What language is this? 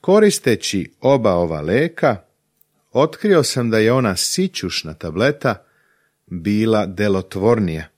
Serbian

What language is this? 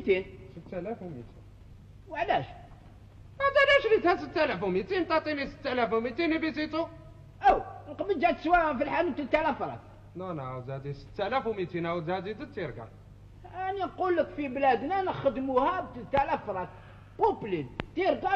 Algerian Arabic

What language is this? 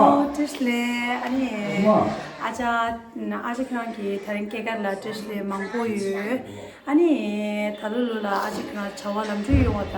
Tibetan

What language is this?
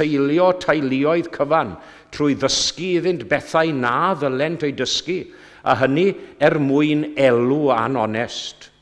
Welsh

